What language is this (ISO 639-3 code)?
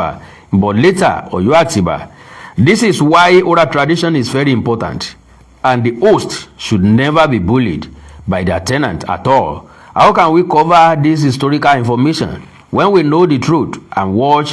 yor